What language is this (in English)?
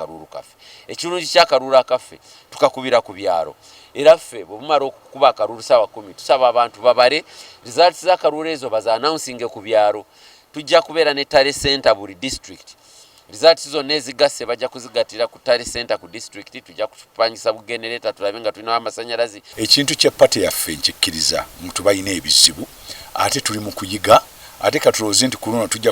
Ganda